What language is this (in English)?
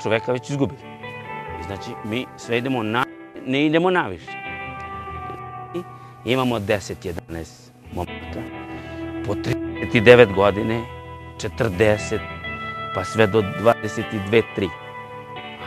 Serbian